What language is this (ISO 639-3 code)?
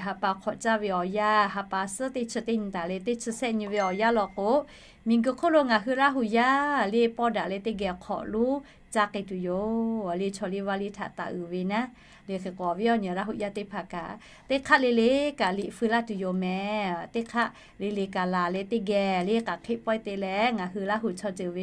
lhu